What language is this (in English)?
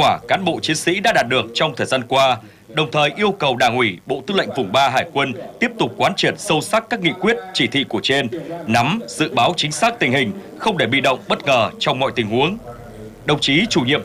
Vietnamese